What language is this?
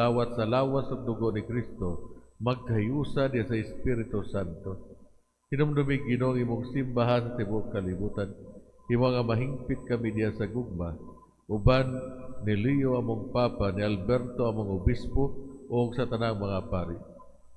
Cebuano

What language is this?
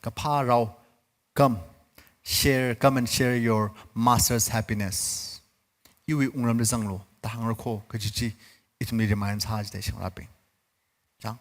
Tangkhul Naga (India)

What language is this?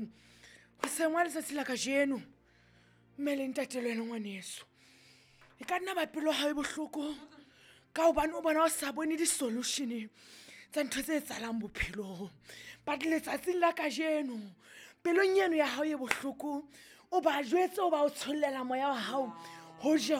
Southern Sotho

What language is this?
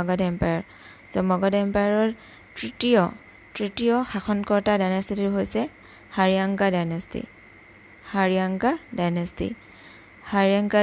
Assamese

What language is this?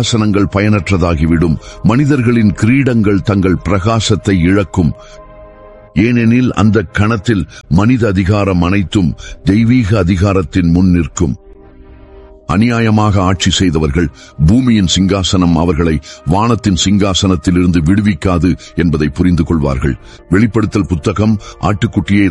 Tamil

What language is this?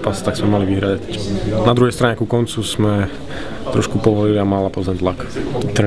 Slovak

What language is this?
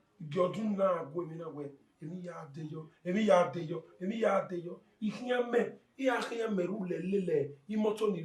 Bini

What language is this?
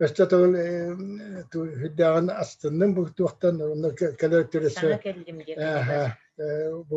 Yakut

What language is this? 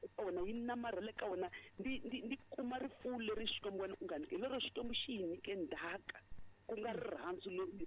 Tsonga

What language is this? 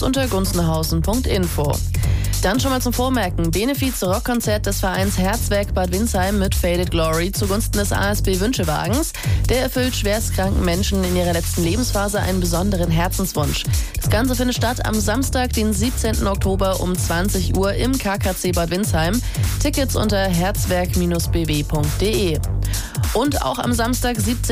German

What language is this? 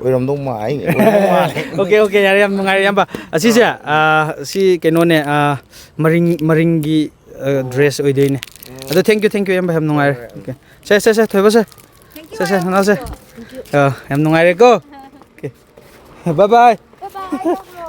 Manipuri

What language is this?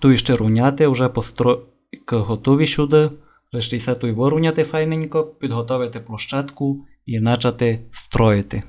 Rusyn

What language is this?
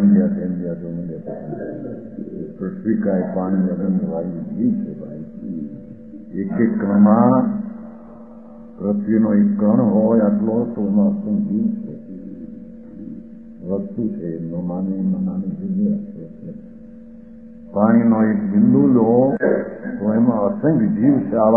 Gujarati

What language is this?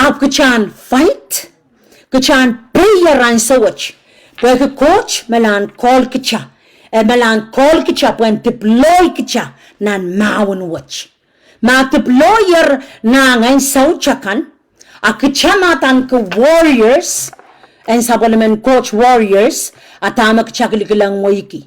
Pohnpeian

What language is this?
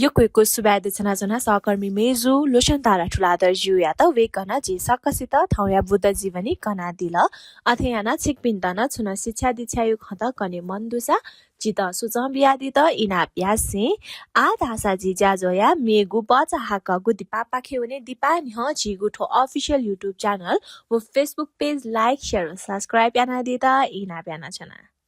Newari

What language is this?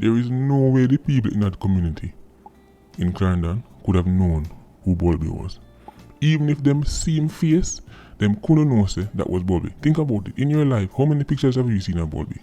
Jamaican Creole English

